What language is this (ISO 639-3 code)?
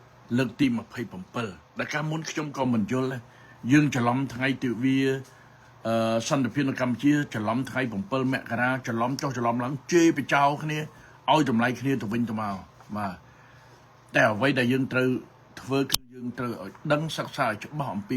khm